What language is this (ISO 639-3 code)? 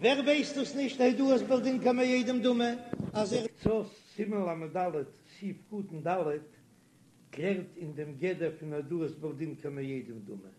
yid